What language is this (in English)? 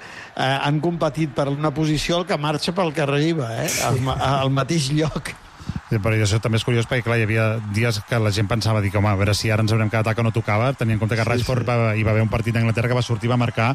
Catalan